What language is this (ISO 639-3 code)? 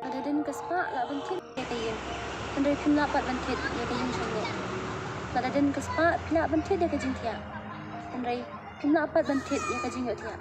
kha